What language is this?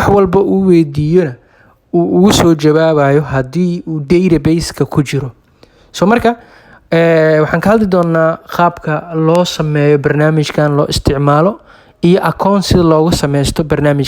Somali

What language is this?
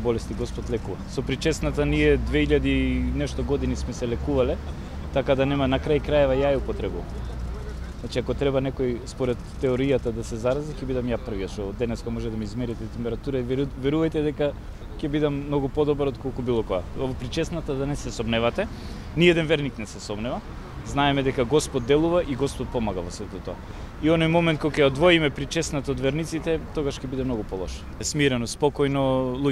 Macedonian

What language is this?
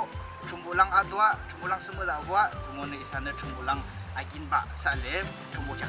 Yimchungru Naga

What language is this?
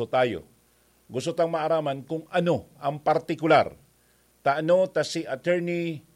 Bikol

